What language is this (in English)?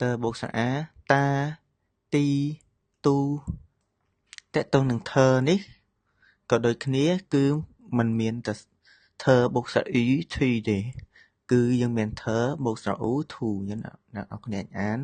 Khmer